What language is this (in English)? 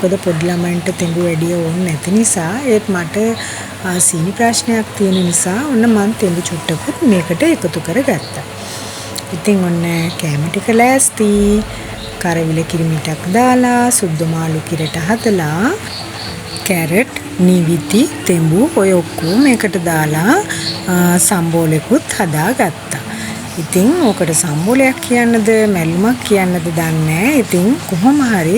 Sinhala